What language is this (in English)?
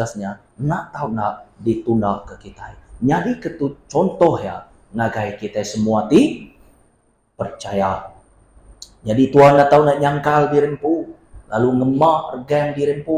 Iban